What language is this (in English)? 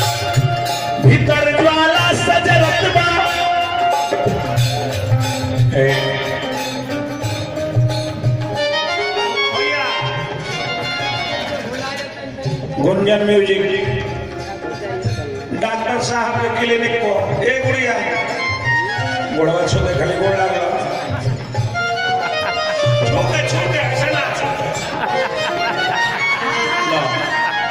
Bhojpuri